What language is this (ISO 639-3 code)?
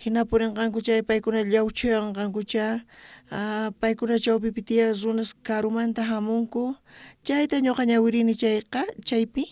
quh